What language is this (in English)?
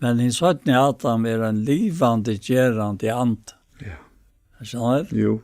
Faroese